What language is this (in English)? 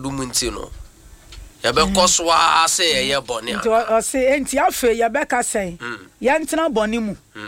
Akan